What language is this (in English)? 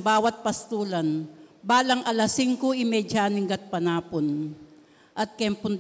Pampanga